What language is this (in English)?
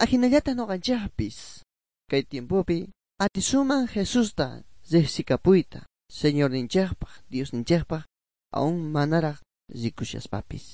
South Bolivian Quechua